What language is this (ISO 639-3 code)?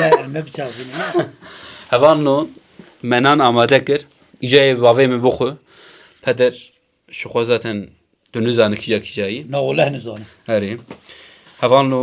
kur